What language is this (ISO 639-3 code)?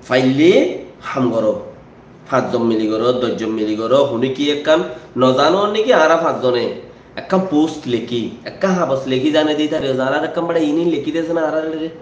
rhg